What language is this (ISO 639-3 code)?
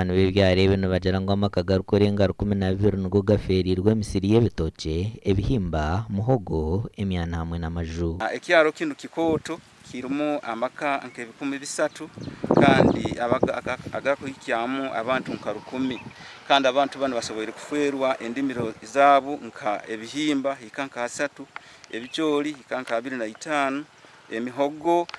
nyn